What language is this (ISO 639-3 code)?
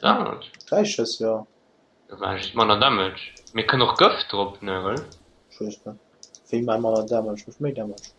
ltz